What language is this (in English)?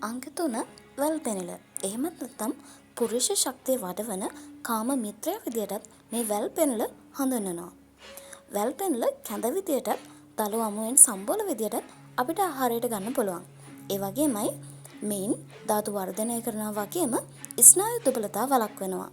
Sinhala